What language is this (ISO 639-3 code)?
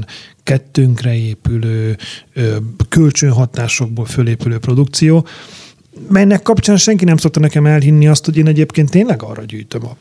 hun